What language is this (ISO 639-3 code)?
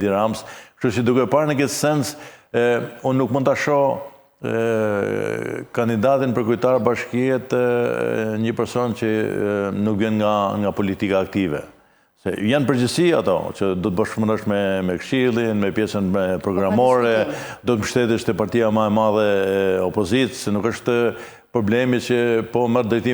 sqi